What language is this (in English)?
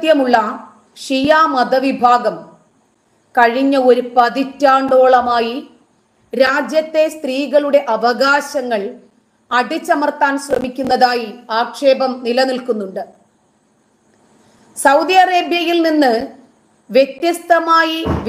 Malayalam